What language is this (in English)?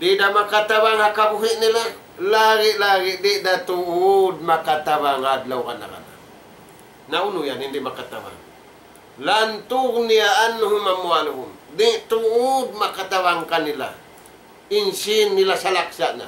Tausug